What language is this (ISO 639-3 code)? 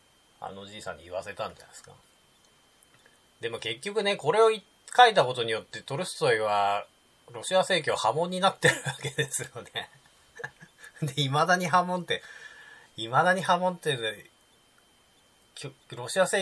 jpn